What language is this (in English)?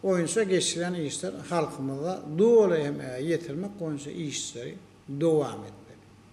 Turkmen